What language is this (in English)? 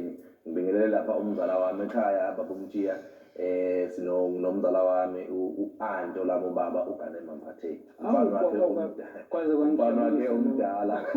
Zulu